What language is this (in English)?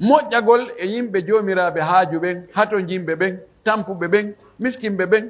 Pular